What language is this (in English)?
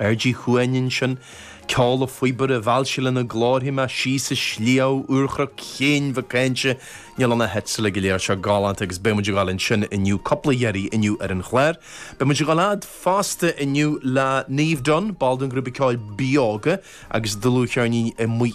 Irish